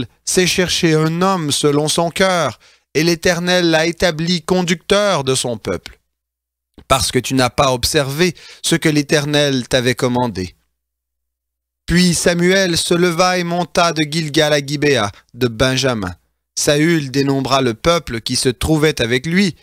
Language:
French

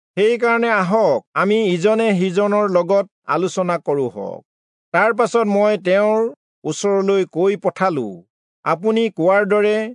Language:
Assamese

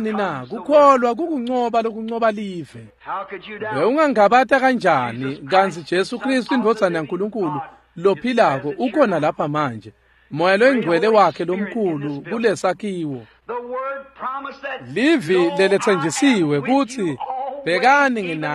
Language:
Swati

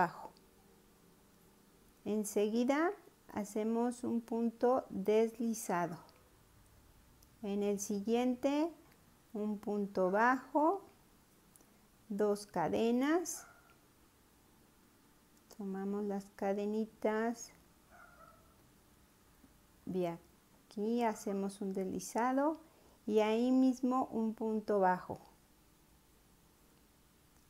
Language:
Spanish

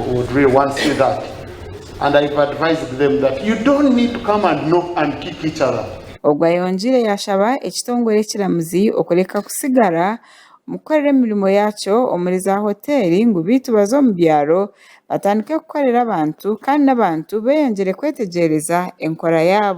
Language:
Nyankole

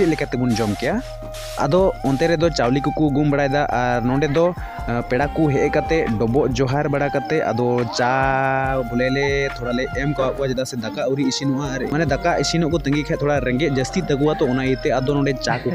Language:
Santali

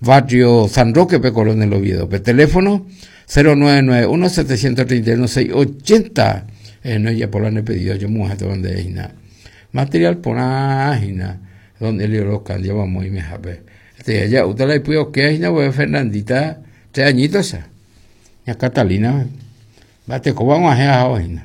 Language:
Guarani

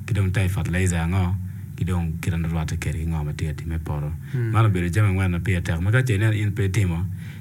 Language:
Acoli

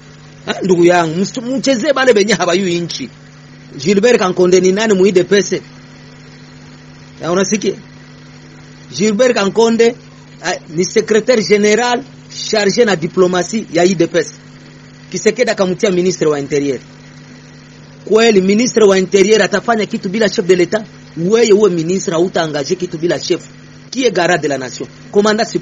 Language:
Swahili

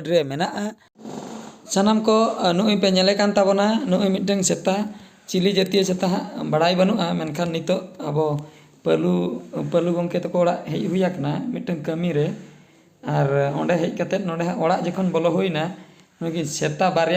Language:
Santali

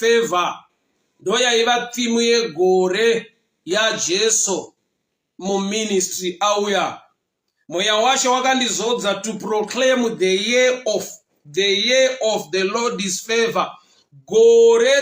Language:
Shona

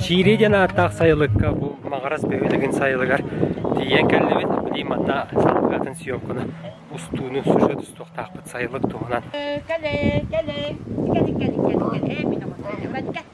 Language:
Yakut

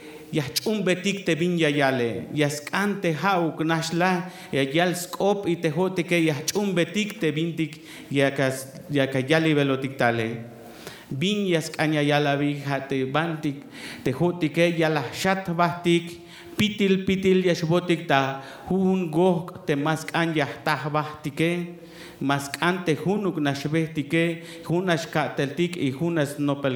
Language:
Tzeltal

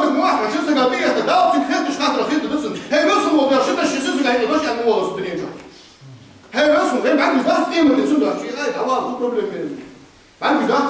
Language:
Ingush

